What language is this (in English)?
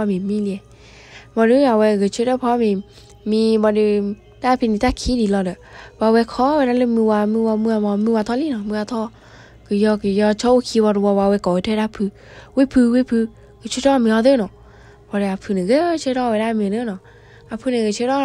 S'gaw Karen